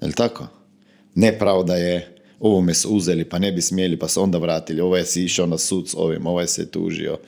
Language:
Croatian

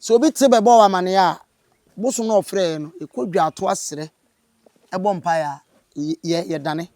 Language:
Akan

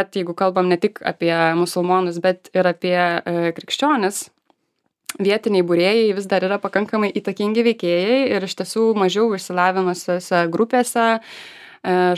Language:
Lithuanian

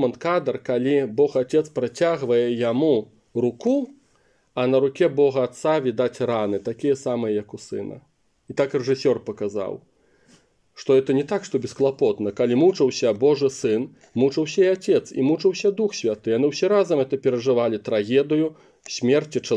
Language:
Belarusian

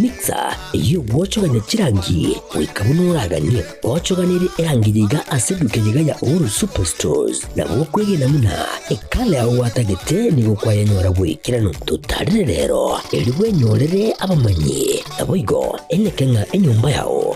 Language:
Gusii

